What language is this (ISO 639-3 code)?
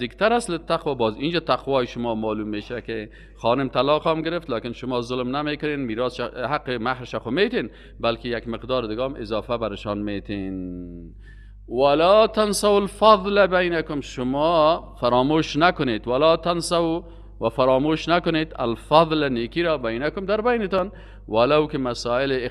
fas